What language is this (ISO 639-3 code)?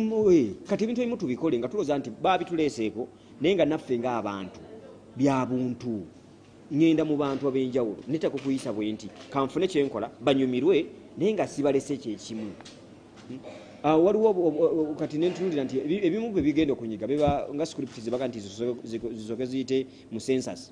lug